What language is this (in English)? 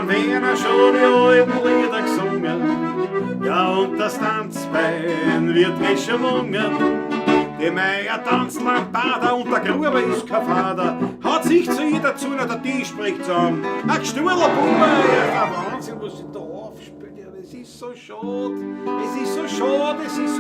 Bavarian